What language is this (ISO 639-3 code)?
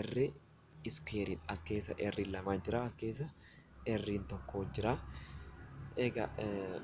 orm